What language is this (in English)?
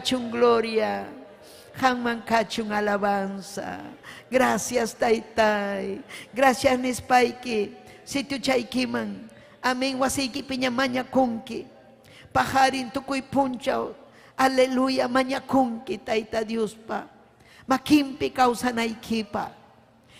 Ayacucho Quechua